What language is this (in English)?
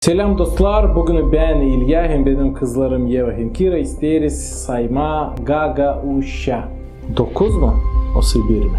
Gagauz